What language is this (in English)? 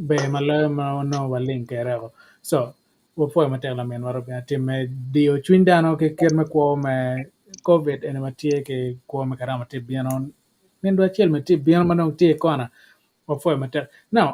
Acoli